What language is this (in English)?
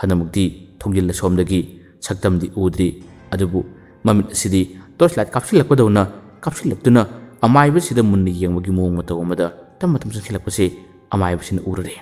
Manipuri